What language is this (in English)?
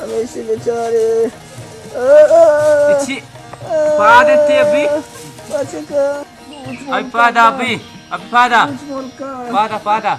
Baluchi